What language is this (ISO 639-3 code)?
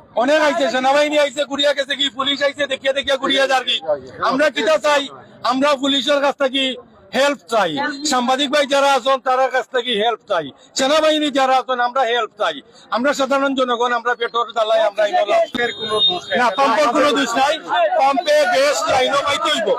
syl